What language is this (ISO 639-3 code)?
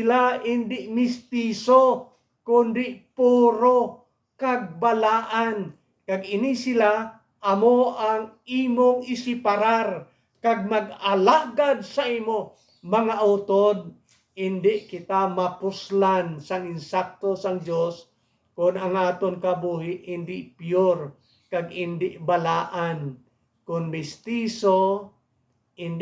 hil